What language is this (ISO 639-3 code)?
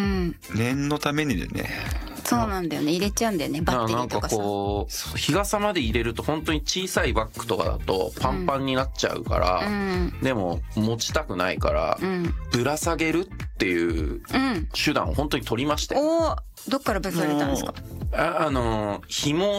jpn